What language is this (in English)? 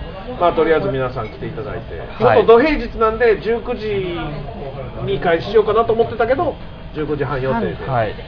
Japanese